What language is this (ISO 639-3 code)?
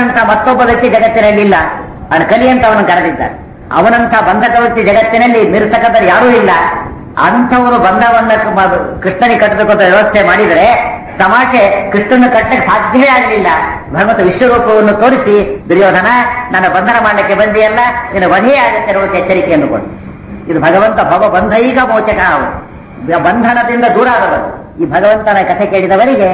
kan